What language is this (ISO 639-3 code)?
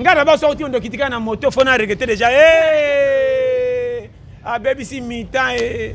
lin